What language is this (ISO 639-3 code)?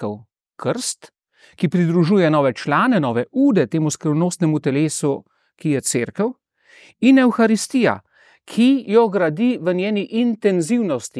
slv